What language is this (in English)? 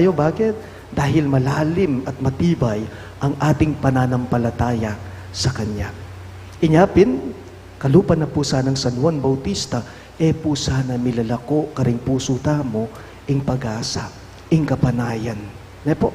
Pampanga